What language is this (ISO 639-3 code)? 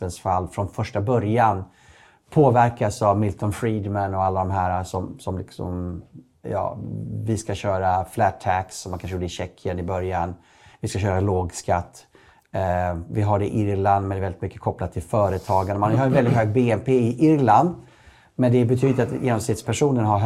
swe